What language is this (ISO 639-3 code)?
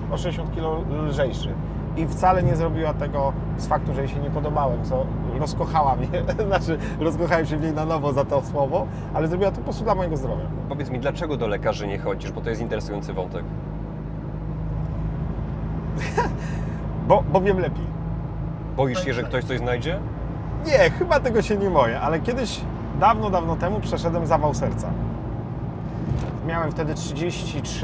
pol